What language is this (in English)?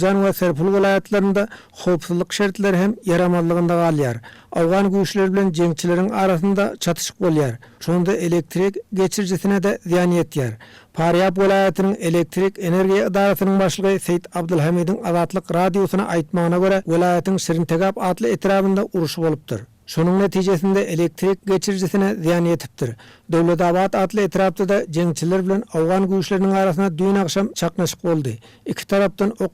Turkmen